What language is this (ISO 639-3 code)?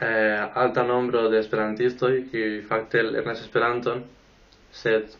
epo